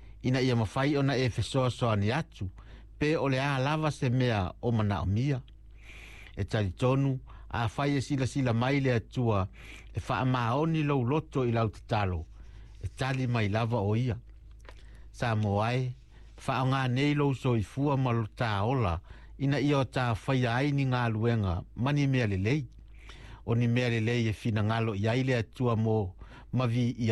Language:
Samoan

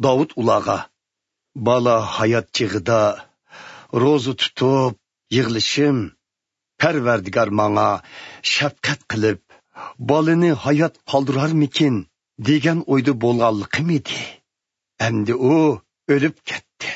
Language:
Uyghur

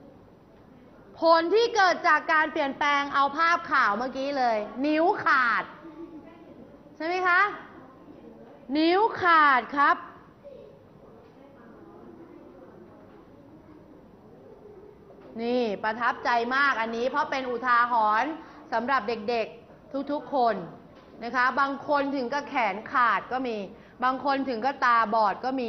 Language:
Thai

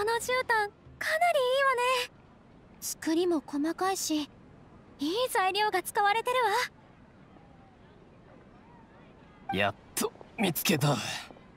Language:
Japanese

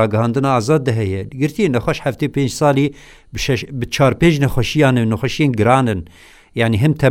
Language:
Kurdish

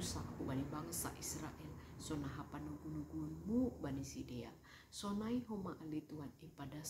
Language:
Batak Simalungun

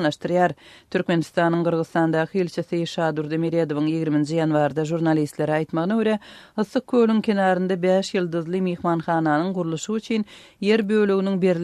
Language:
Turkmen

